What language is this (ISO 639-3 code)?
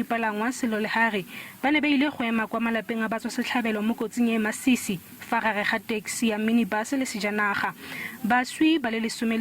tsn